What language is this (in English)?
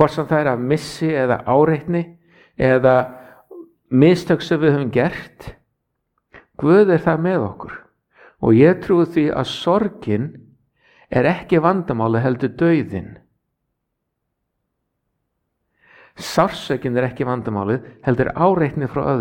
Icelandic